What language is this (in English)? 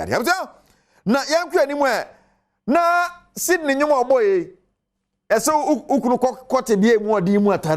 Akan